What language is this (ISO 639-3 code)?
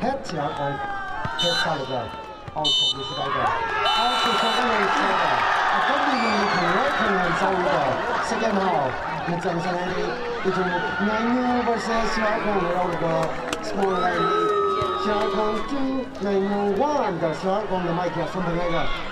nmf